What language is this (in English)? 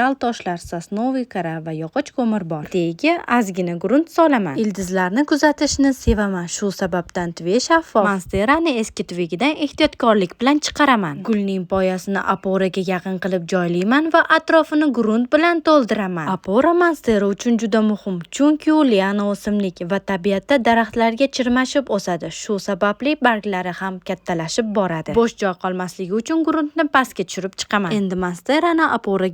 Uzbek